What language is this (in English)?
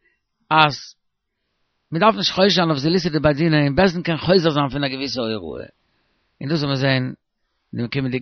Yiddish